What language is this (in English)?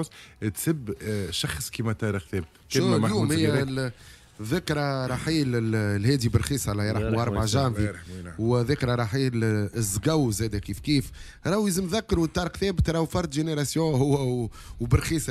Tunisian Arabic